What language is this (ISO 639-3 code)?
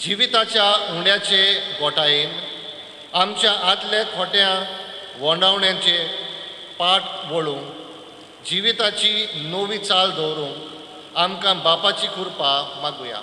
kok